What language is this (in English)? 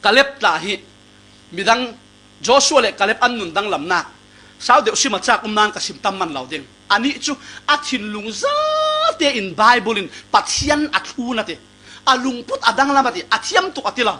Falam Chin